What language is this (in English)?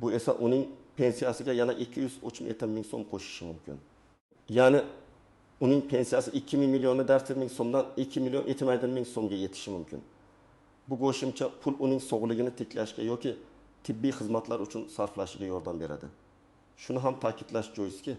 Uzbek